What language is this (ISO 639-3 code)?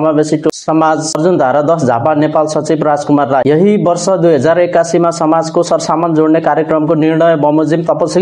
nep